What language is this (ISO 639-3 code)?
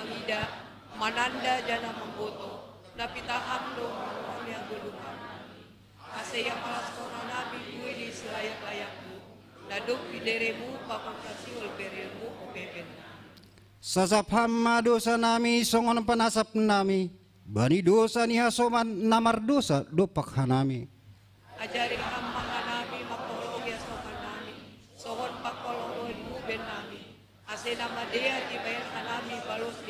bts